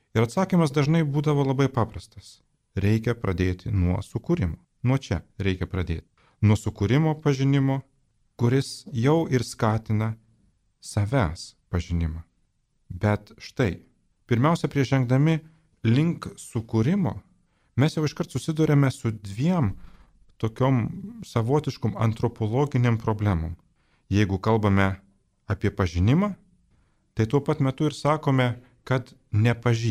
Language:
Lithuanian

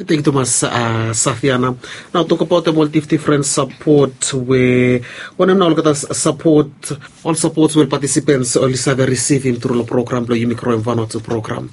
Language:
Bislama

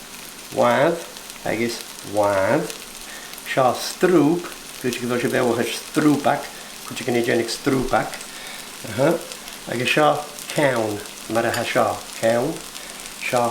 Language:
Scottish Gaelic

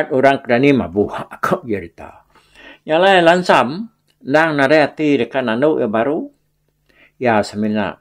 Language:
Iban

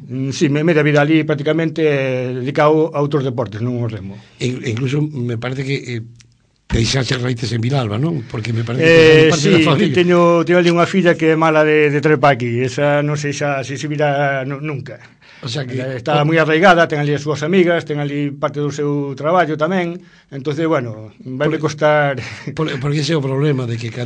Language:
Galician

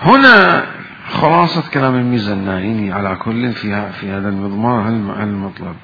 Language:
Mesopotamian Arabic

